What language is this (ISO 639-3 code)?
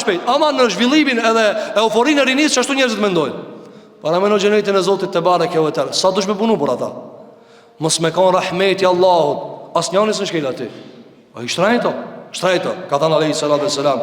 sqi